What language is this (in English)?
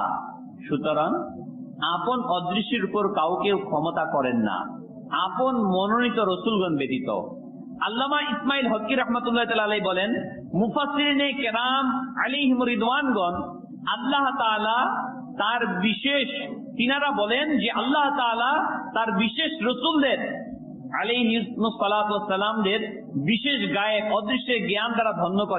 Bangla